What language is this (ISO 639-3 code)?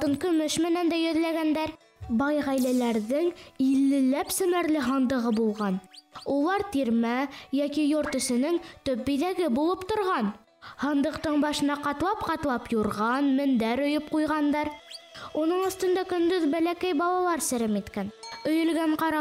bak